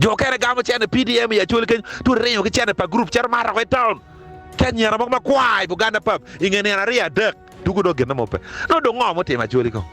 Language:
Acoli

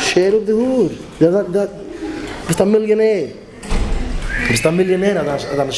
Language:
Yiddish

